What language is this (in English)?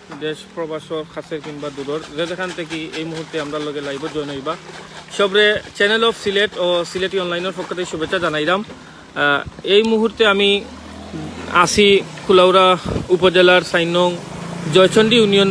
Sylheti